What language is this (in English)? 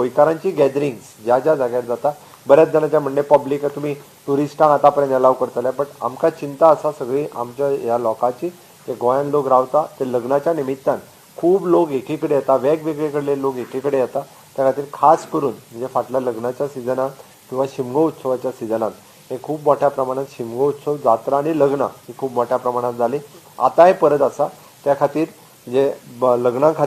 Konkani